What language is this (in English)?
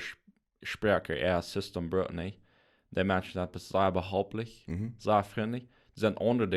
Plautdietsch